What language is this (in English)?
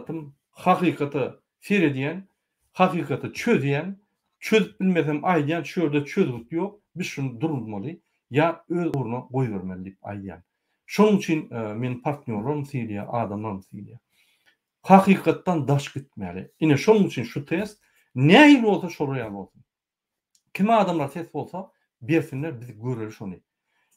Turkmen